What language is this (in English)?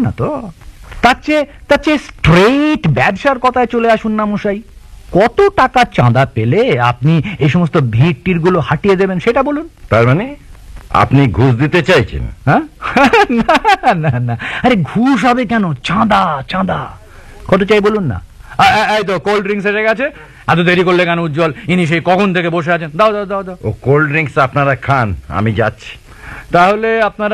Bangla